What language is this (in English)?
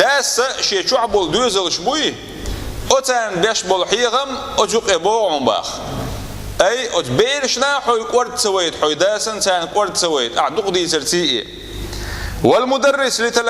Chechen